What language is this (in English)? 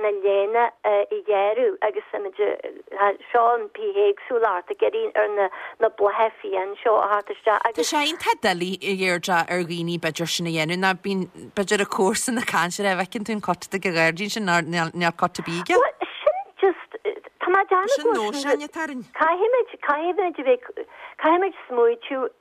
Irish